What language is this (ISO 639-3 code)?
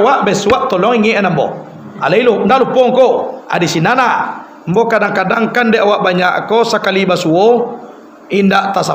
min